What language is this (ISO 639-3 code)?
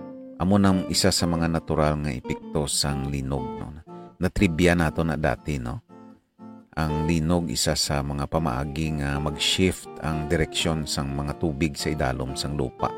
hil